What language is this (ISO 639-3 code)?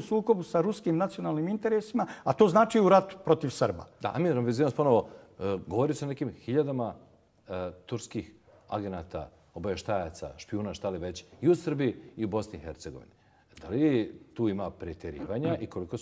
bos